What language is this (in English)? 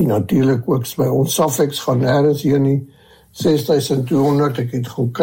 Afrikaans